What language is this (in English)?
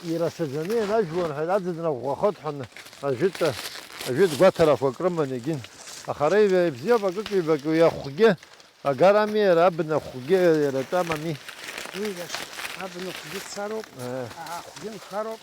Abkhazian